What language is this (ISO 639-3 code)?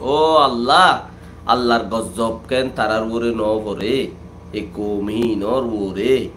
rhg